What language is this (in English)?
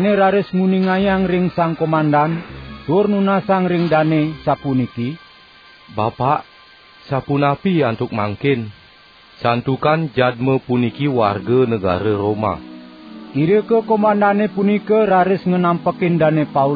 Balinese